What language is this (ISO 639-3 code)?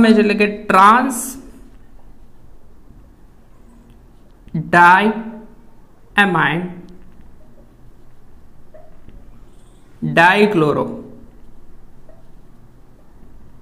guj